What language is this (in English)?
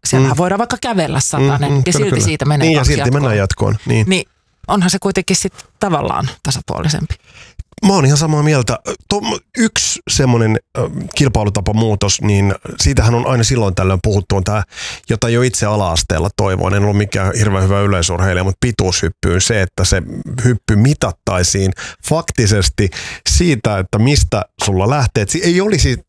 Finnish